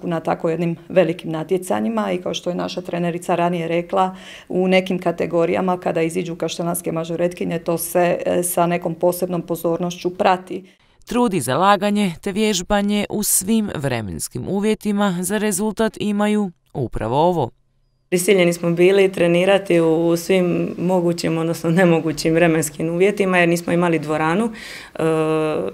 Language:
Croatian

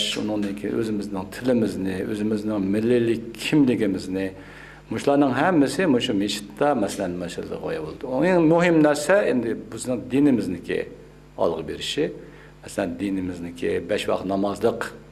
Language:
Uyghur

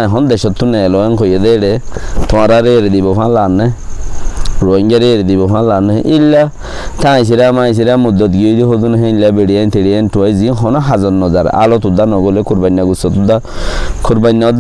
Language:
Rohingya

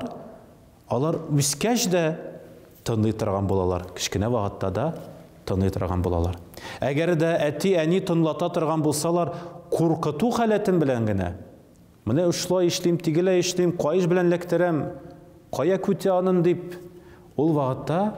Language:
Tatar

